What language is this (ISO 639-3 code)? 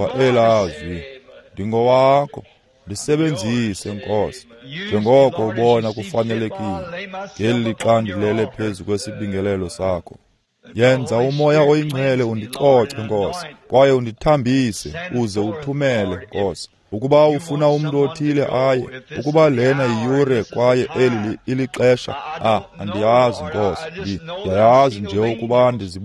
xho